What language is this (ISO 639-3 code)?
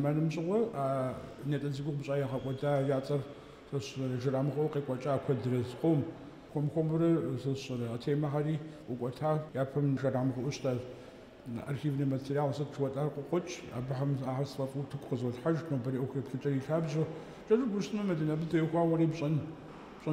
kbd